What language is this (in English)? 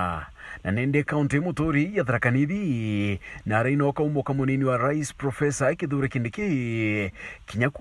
Meru